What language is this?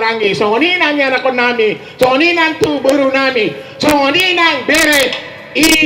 Batak Toba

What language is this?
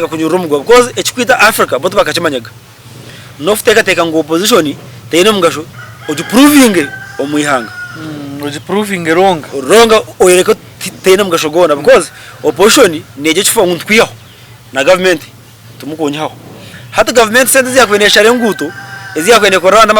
Nyankole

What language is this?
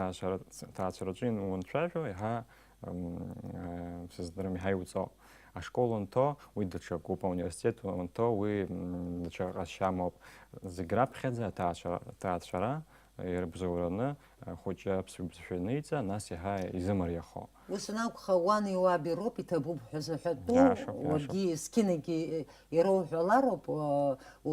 Abkhazian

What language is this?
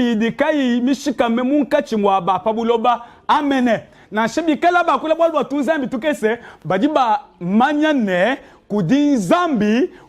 Luba-Lulua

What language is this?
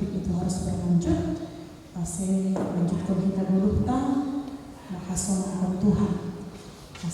Batak Simalungun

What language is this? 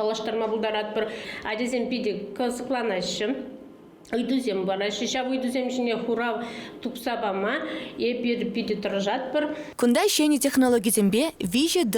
Chuvash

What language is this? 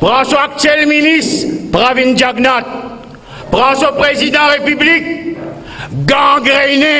Morisyen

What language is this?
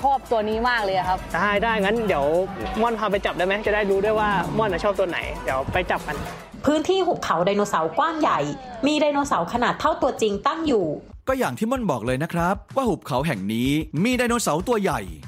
Thai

